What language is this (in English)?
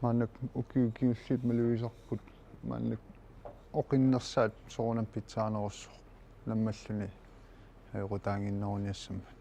Kalaallisut